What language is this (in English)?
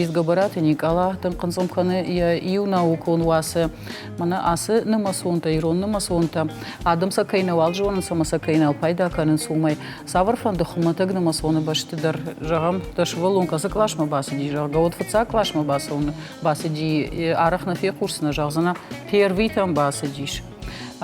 Ossetic